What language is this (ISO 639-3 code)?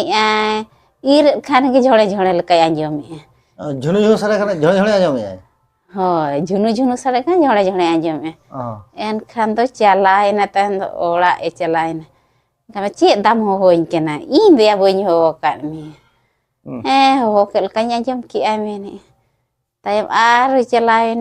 sat